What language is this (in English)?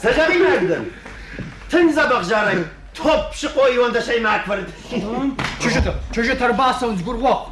Ossetic